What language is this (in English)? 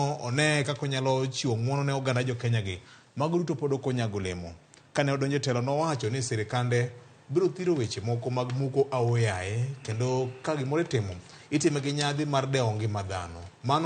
Luo (Kenya and Tanzania)